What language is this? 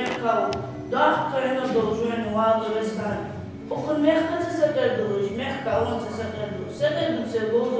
Ingush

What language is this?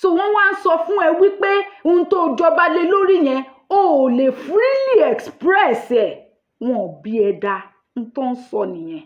Yoruba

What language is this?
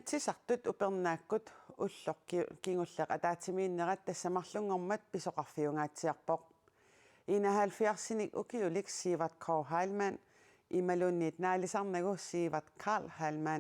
Kalaallisut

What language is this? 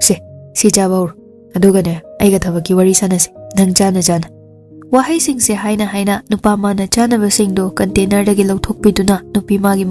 Manipuri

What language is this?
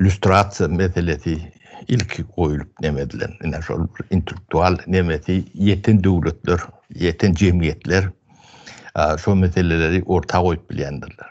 Turkmen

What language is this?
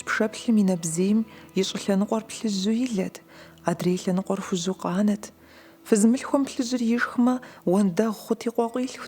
Kabardian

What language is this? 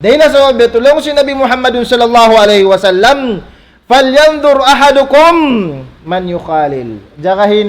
Tausug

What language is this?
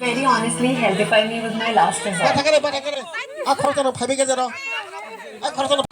Kok Borok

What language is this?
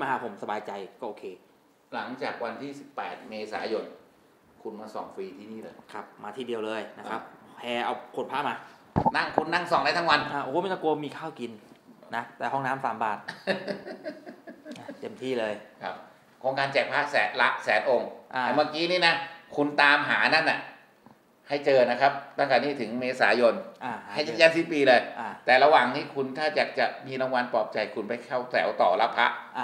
Thai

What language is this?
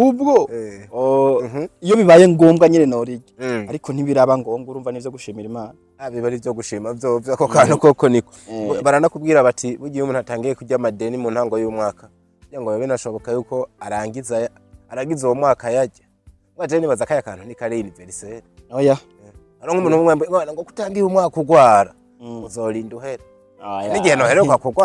Rundi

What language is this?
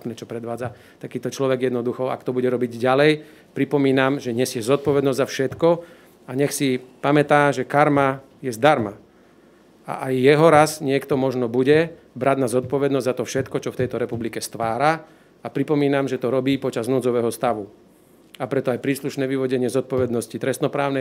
Slovak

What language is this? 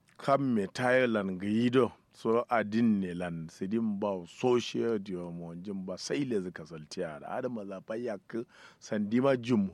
Kanuri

